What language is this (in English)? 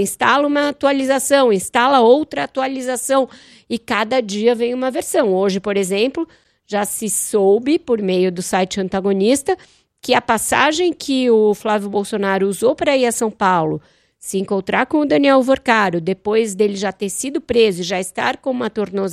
Portuguese